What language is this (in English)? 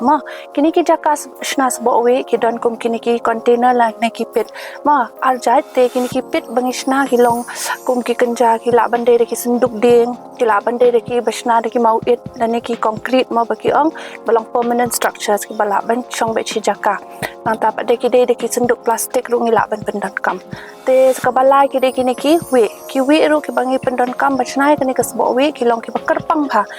Khasi